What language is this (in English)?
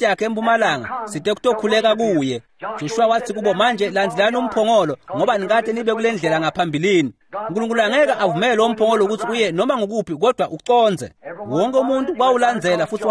Swati